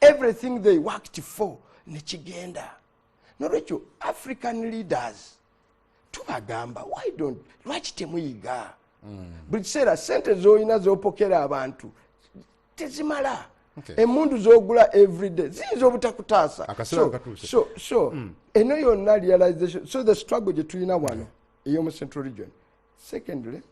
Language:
Ganda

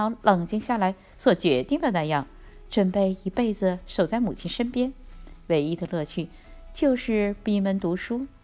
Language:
Chinese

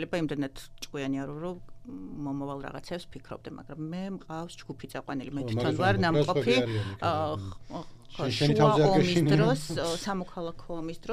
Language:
Georgian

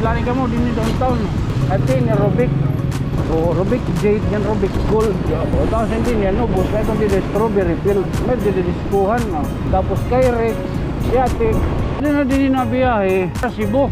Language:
Waray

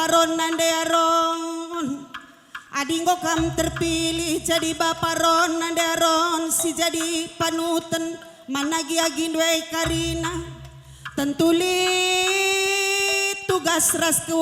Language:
Batak Karo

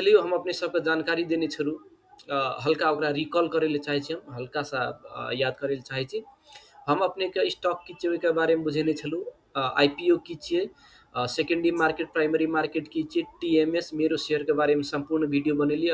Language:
Maithili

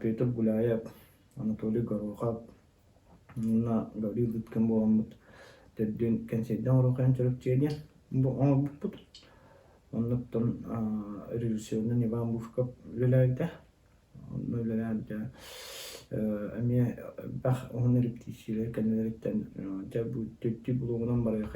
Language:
Yakut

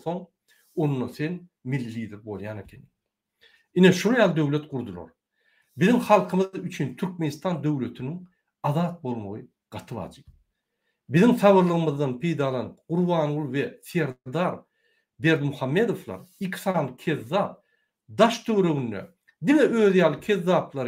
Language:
Turkmen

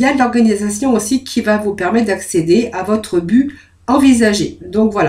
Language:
French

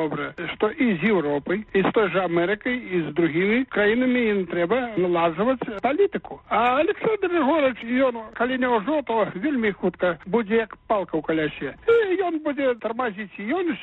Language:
Belarusian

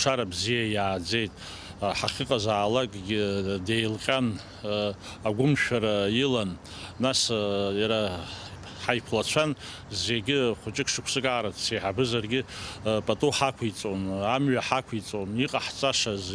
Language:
Abkhazian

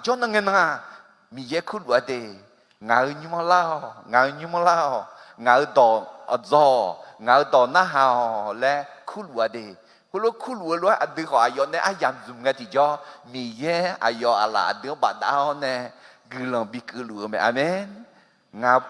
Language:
Akha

